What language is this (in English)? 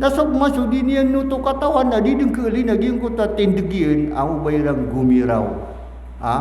Maranao